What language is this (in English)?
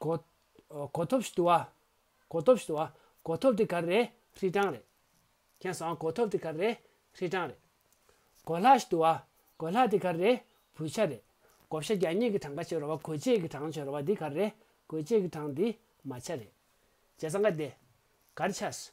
Tibetan